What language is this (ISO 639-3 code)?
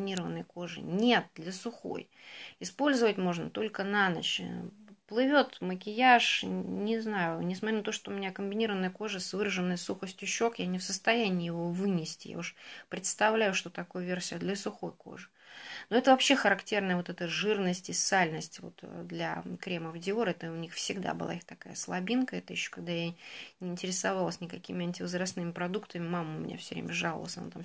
rus